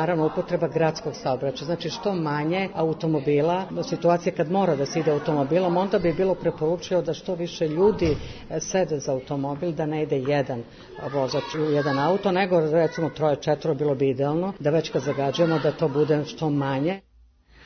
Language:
Serbian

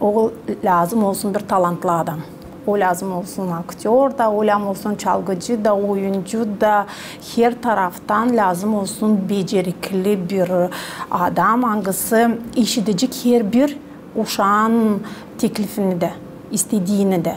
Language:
Gagauz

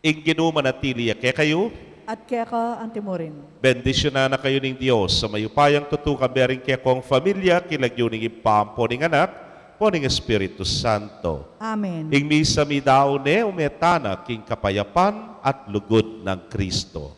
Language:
Pampanga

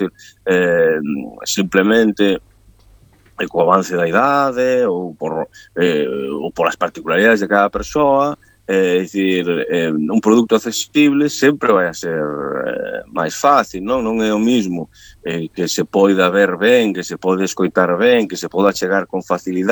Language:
Galician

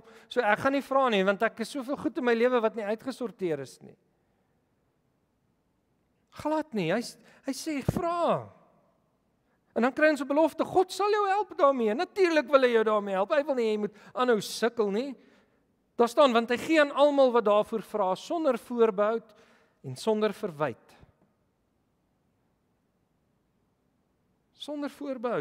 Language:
Afrikaans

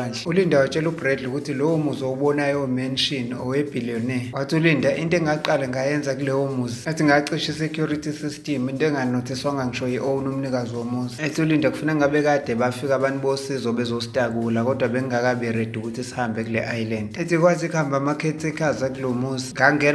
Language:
Zulu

